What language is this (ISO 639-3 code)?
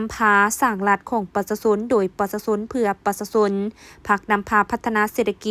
lao